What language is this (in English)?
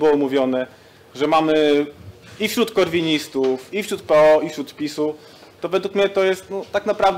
Polish